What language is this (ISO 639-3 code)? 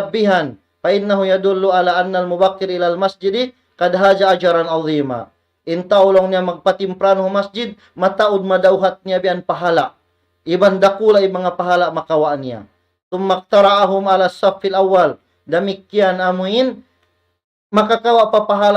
tsg